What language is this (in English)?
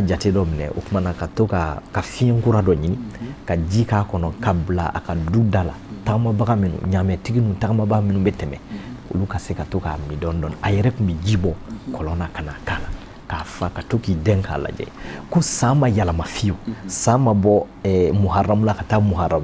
Bambara